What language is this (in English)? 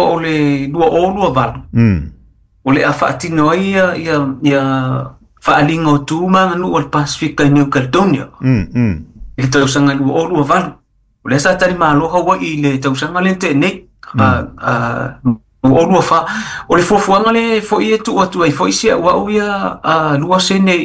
Samoan